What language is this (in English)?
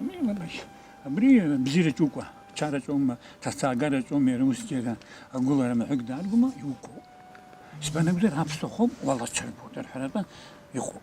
Abkhazian